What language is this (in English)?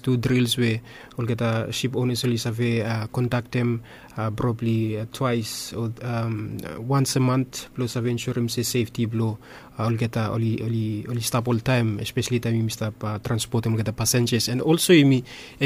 Bislama